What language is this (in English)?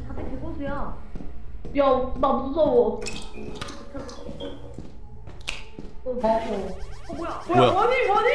Korean